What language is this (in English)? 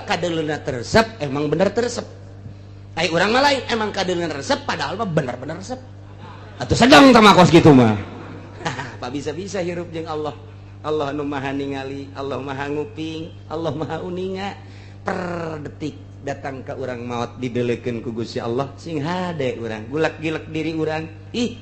Sundanese